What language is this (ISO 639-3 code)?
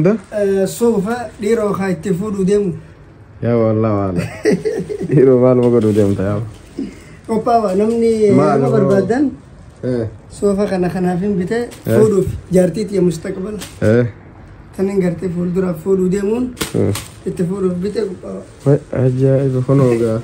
orm